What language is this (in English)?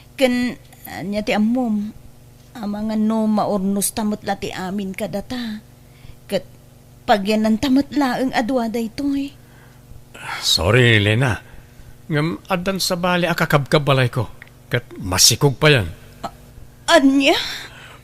Iloko